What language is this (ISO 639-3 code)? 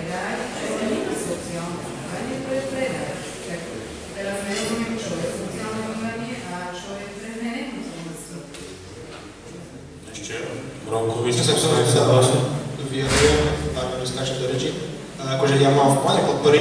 slk